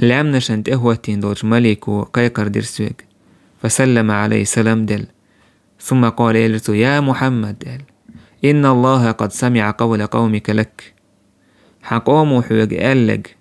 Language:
Chechen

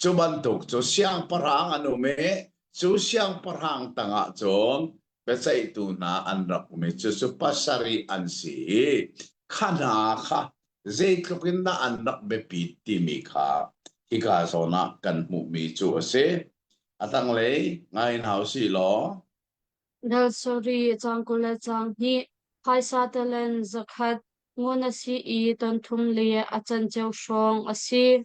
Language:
Hakha Chin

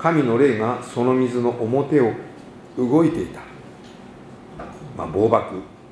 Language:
Japanese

